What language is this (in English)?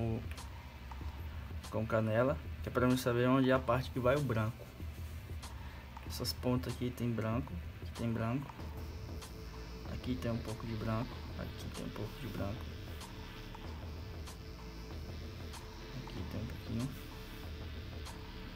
Portuguese